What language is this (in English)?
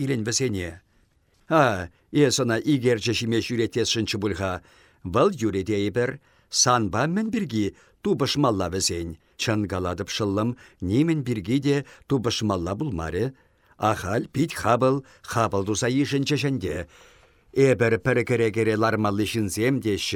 Chuvash